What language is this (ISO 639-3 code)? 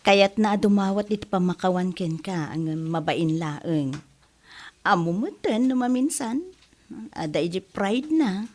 ilo